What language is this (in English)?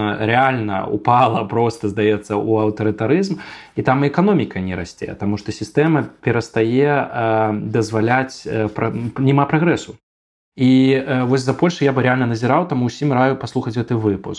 Belarusian